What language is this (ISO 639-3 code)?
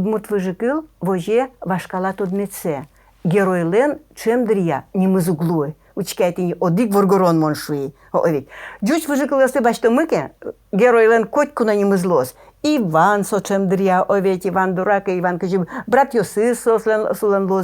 udm